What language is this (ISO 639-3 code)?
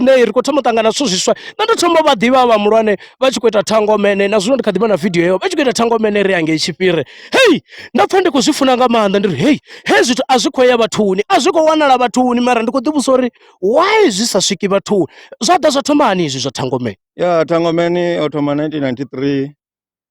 ven